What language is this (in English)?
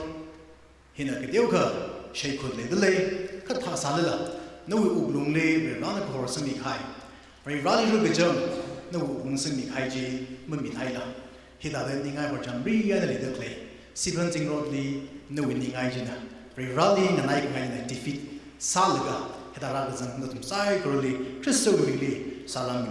Tangkhul Naga (India)